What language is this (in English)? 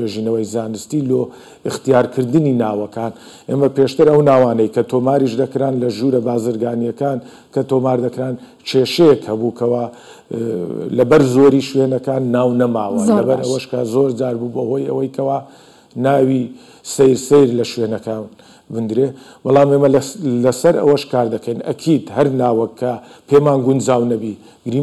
Central Kurdish